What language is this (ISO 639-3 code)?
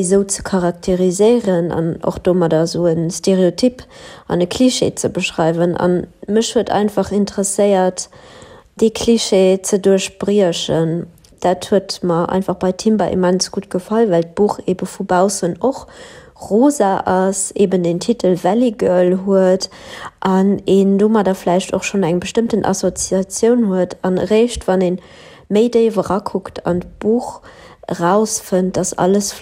ltz